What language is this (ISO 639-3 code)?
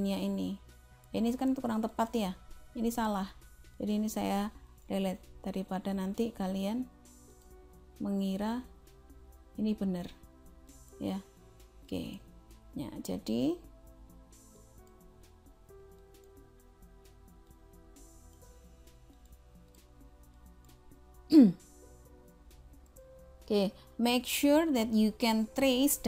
ind